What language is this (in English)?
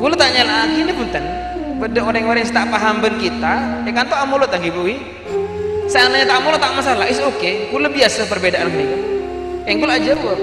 Madurese